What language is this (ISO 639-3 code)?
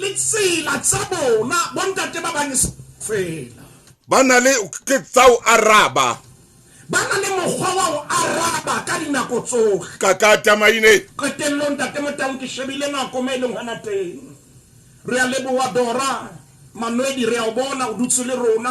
sot